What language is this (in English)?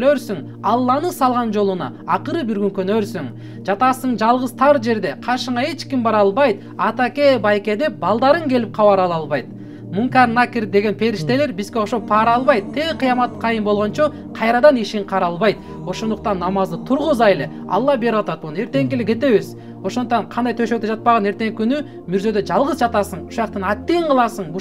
Kyrgyz